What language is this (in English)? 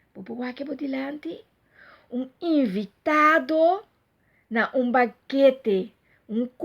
Papiamento